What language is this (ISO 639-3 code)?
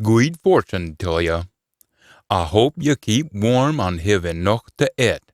sco